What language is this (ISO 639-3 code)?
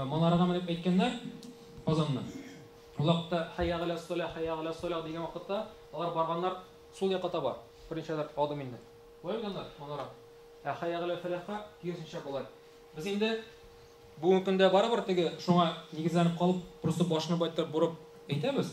tat